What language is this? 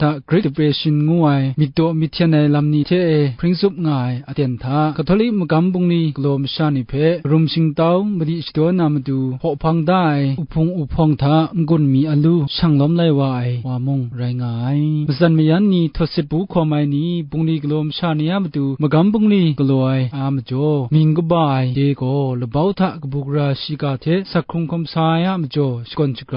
Kachin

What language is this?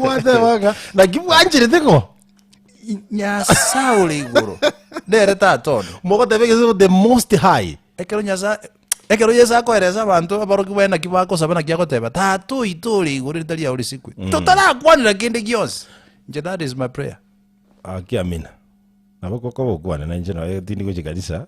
Gusii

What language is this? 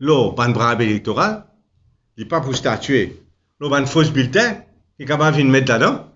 Morisyen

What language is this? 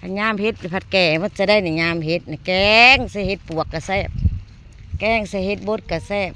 Northeastern Thai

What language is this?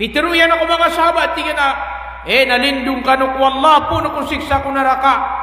Maranao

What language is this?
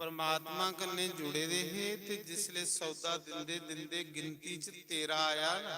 Dogri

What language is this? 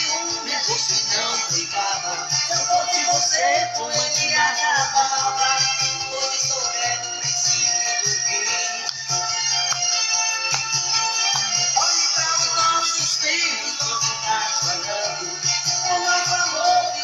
Portuguese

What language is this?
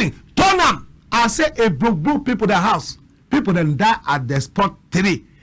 Cameroon Pidgin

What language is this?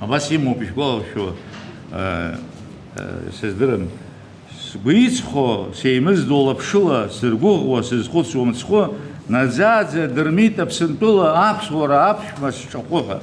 Abkhazian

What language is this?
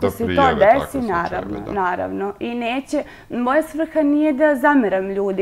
Serbian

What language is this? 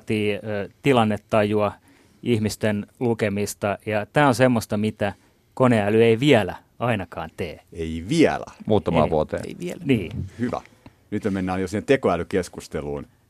Finnish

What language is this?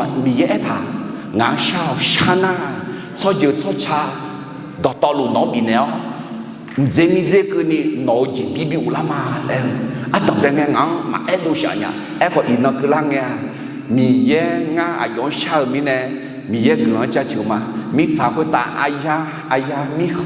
Akha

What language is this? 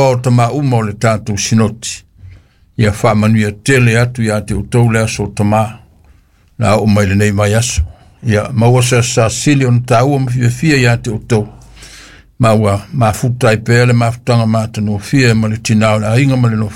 Samoan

